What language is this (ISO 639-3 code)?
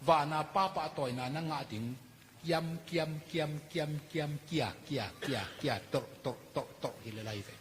ctd